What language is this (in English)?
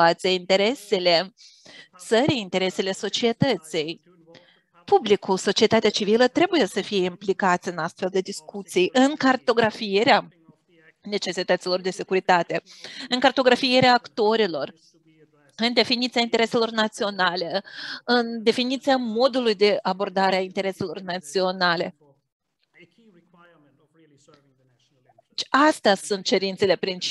Romanian